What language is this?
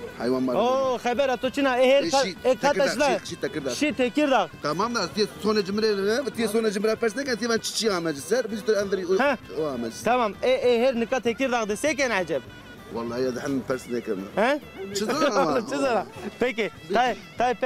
Zaza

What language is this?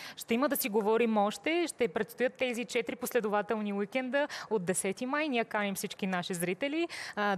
Bulgarian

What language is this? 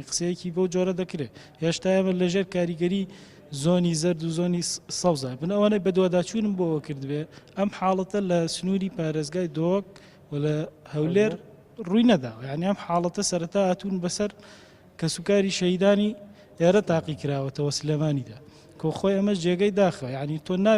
Central Kurdish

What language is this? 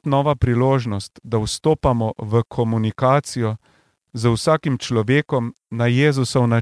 Slovenian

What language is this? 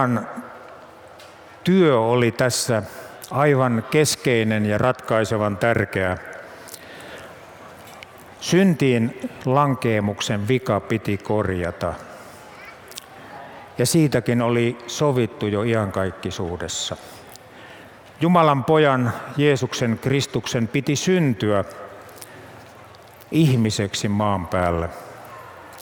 Finnish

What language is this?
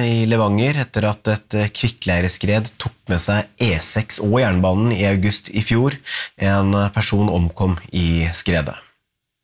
Norwegian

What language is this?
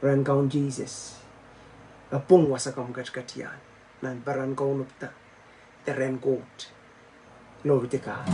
Pohnpeian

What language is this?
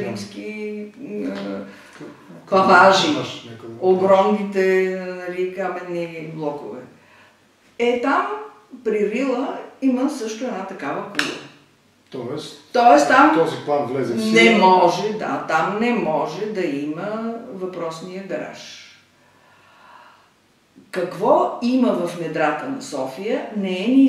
Bulgarian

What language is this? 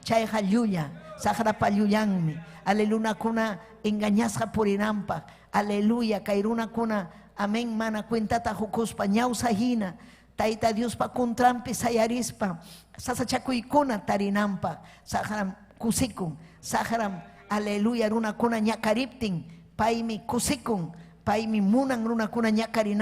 Ayacucho Quechua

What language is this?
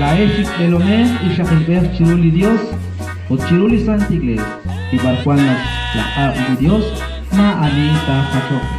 Kekchí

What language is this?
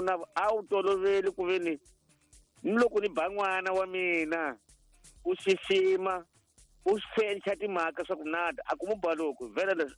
Tsonga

